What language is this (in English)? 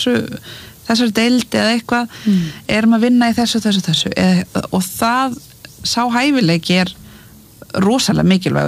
Icelandic